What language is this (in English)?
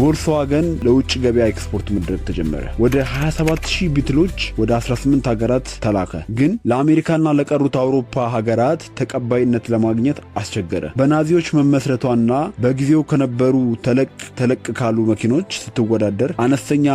Amharic